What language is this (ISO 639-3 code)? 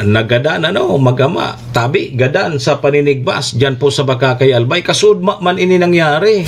bik